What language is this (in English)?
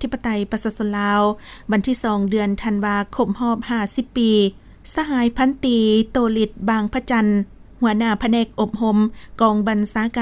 Lao